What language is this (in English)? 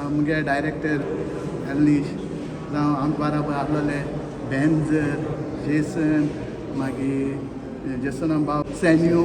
Konkani